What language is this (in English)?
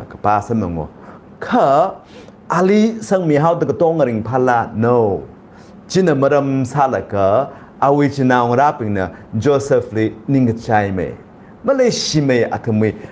Tangkhul Naga (India)